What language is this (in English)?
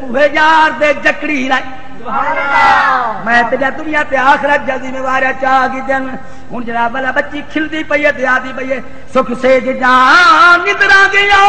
Saraiki